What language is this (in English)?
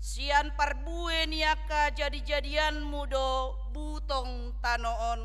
Batak Toba